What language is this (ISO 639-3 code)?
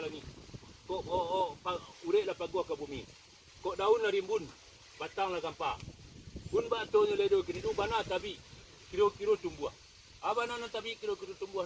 min